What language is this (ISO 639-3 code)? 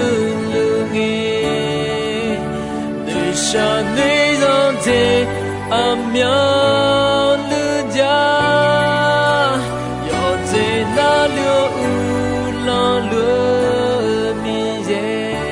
ahk